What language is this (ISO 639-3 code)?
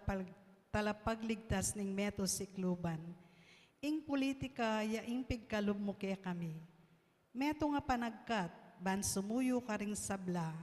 pam